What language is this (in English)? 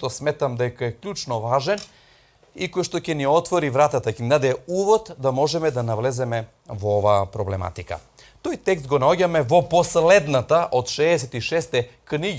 Macedonian